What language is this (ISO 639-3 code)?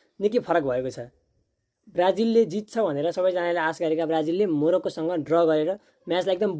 nep